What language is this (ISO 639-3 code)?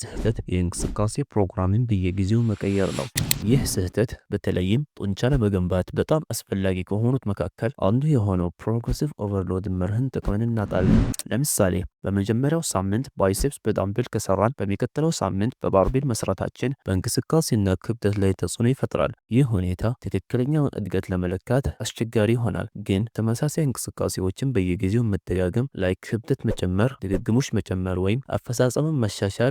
amh